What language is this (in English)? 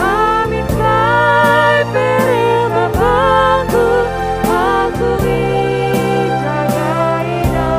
Batak Karo